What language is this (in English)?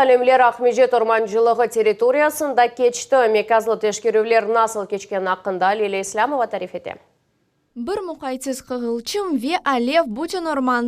Crimean Tatar